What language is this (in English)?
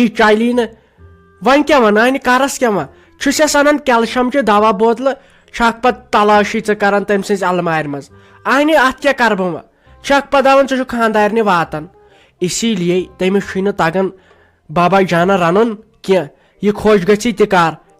Kashmiri